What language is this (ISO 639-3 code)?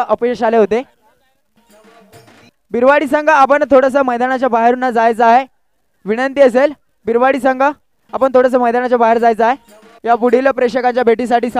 mar